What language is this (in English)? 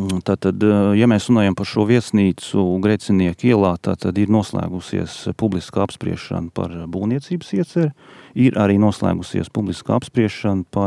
Latvian